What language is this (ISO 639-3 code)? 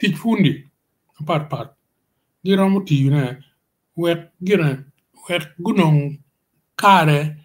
ach